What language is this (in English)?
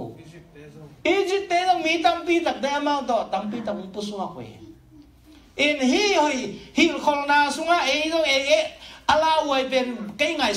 Tedim Chin